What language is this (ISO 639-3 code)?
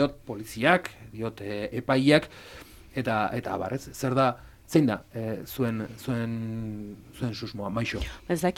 eus